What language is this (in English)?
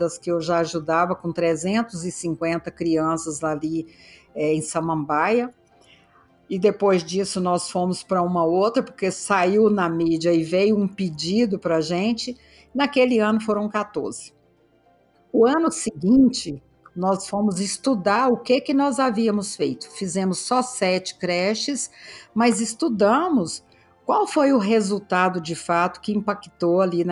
Portuguese